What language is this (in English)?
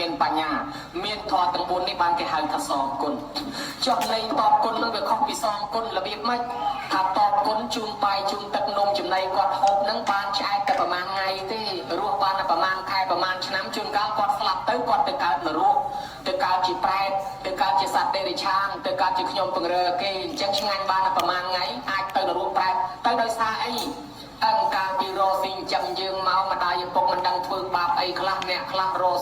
Khmer